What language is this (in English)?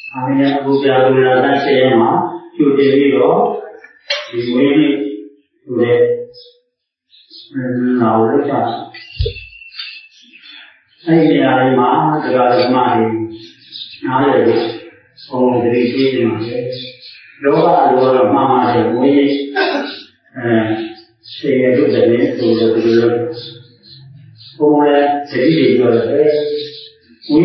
Burmese